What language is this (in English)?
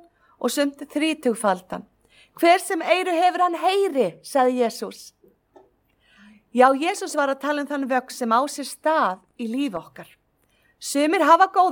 Icelandic